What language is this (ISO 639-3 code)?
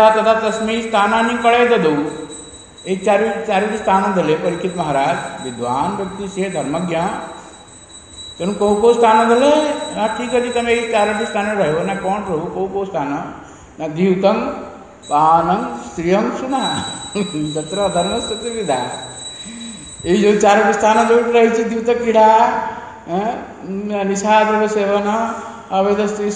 ori